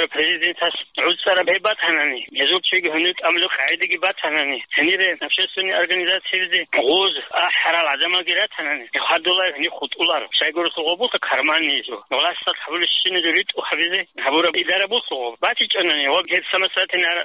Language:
Avaric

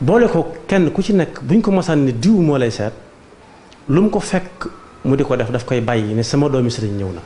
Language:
Wolof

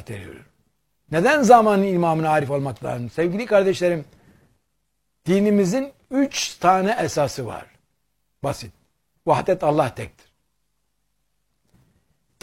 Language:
Turkish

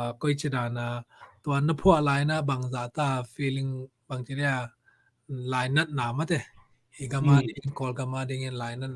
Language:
Tedim Chin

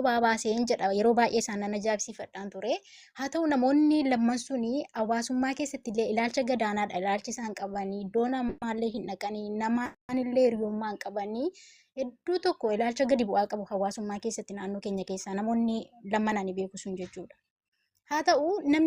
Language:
Oromo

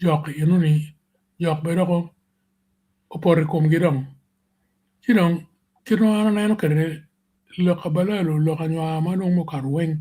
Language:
Acoli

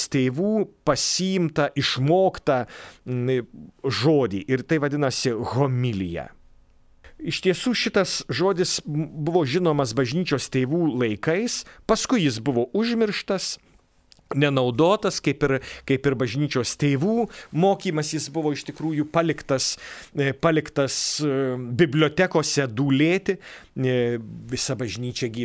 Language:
Lithuanian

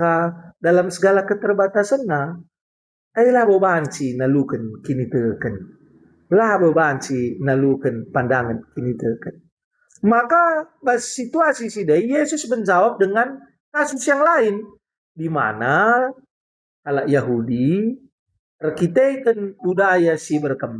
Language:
Batak Karo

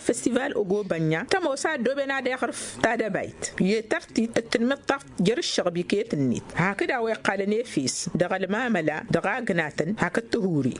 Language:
Tamasheq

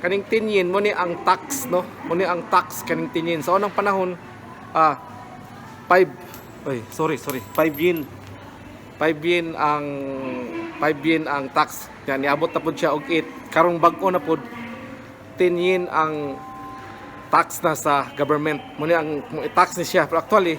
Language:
Cebuano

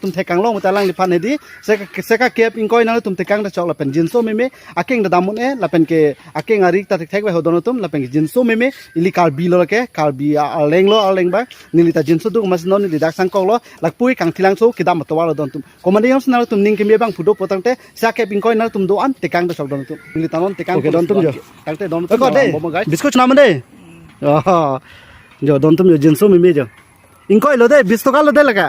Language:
Karbi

